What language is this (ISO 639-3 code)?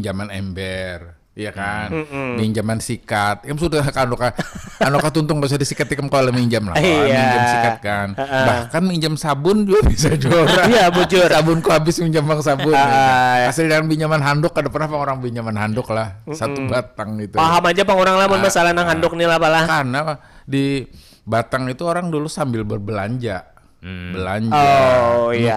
bjn